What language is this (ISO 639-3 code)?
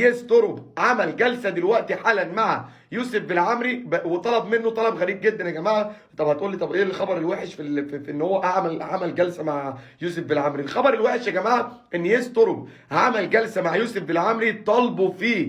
arz